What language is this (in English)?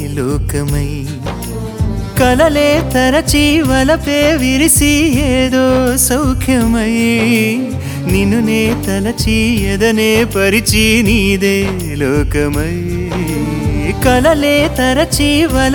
Telugu